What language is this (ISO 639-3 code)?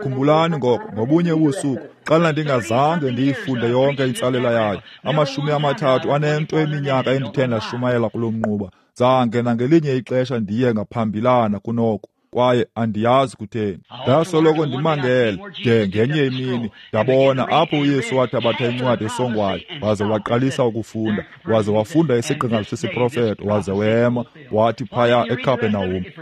xho